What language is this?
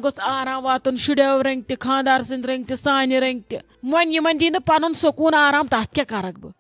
Kashmiri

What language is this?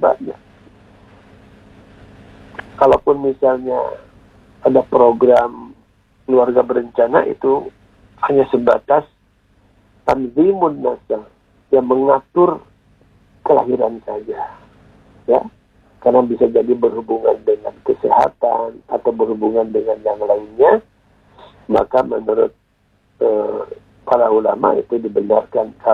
Indonesian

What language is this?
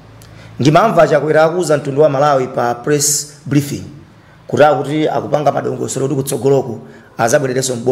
Nyanja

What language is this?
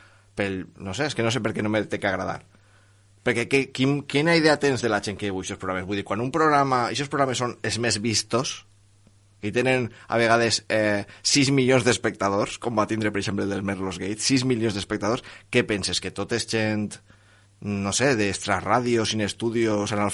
Catalan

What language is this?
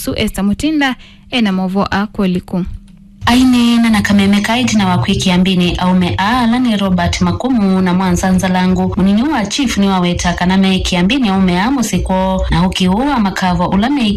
Kamba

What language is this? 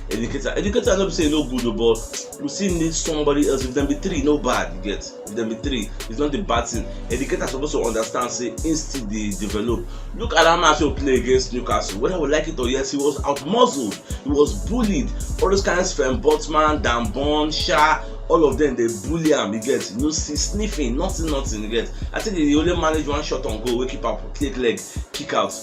Nigerian Pidgin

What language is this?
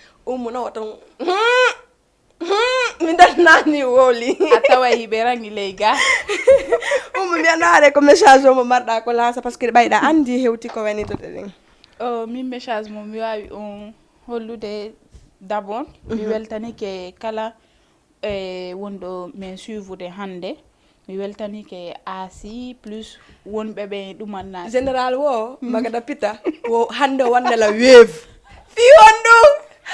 Fula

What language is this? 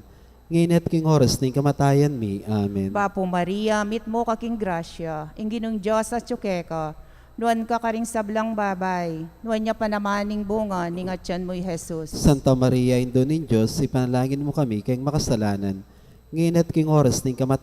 Pampanga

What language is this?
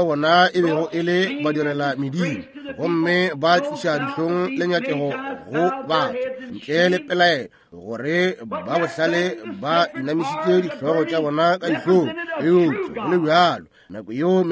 Northern Sotho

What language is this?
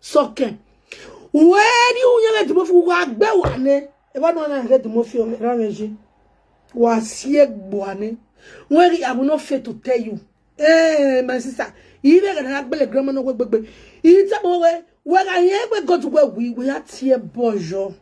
Nigerian Pidgin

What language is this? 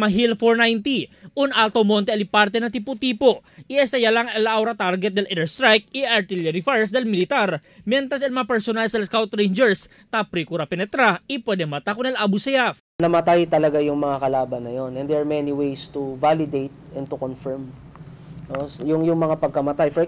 Chavacano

